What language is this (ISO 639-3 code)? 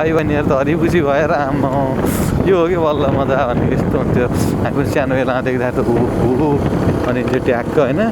nep